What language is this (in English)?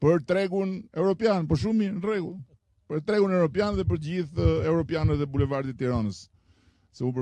Albanian